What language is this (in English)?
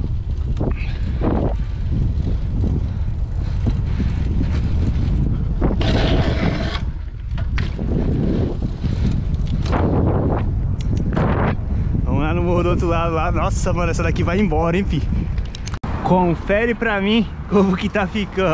Portuguese